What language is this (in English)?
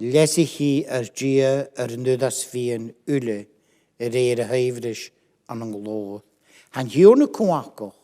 Scottish Gaelic